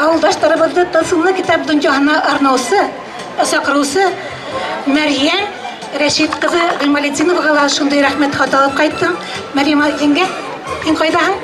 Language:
Bashkir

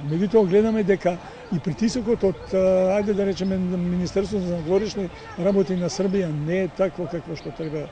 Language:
Macedonian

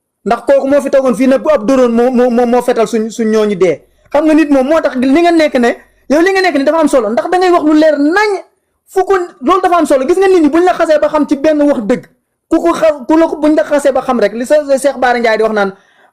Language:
Wolof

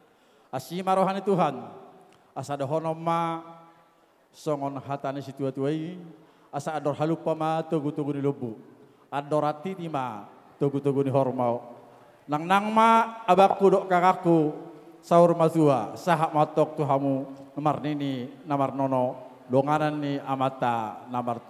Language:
Batak Toba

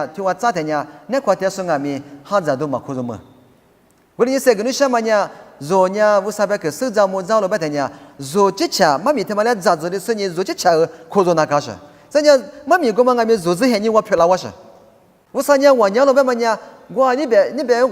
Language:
Lisu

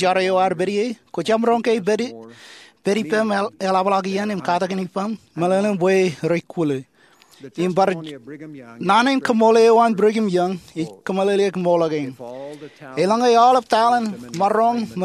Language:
Marshallese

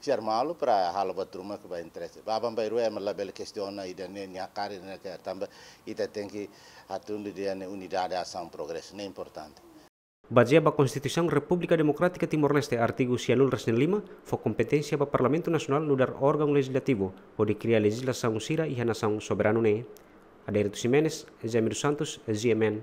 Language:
Tetum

